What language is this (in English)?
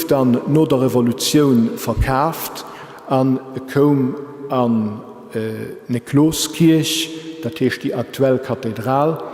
Luxembourgish